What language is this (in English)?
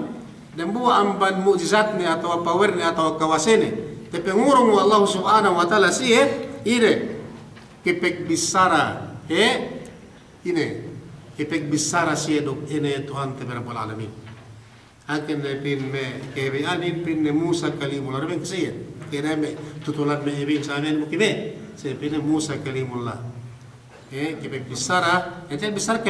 Yakan